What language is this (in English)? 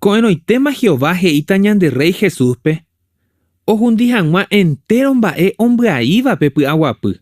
Guarani